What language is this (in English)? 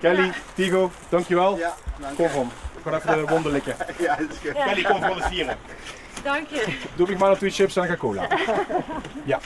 Limburgish